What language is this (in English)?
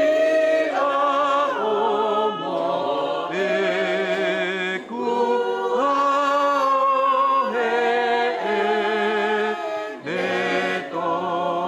Tongan